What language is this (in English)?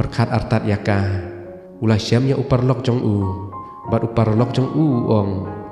Khasi